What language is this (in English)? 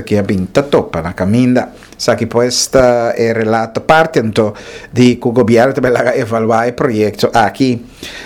Papiamento